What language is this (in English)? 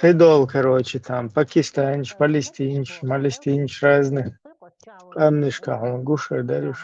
Chechen